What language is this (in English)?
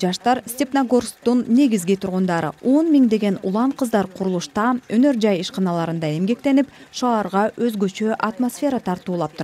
Kyrgyz